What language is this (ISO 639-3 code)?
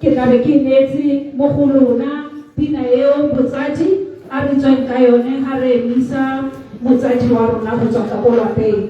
tsn